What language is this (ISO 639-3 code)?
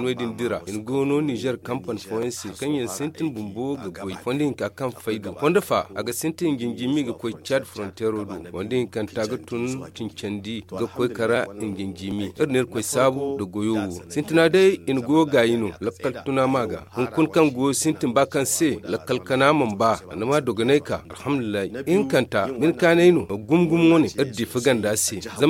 dje